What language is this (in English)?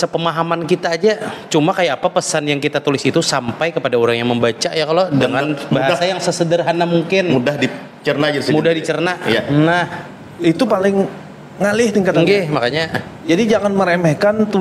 Banjar